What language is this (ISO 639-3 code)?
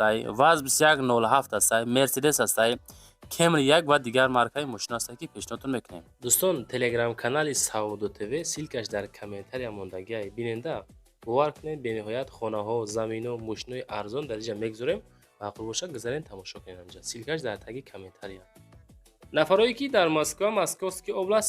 tgk